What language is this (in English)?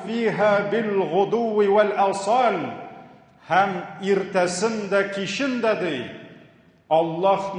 Tatar